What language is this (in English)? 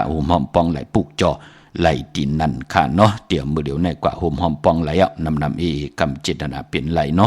Shan